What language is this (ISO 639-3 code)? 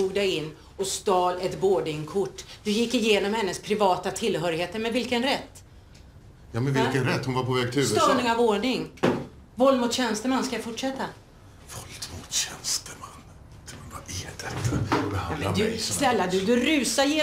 swe